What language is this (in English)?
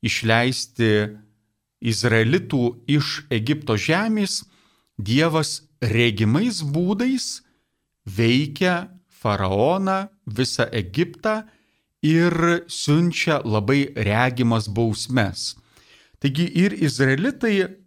Lithuanian